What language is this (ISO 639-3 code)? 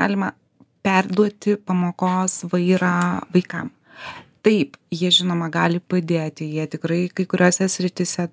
lit